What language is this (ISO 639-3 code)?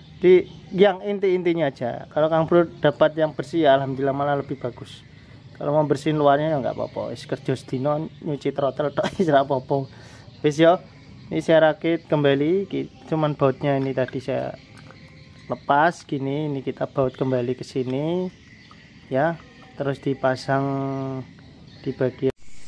ind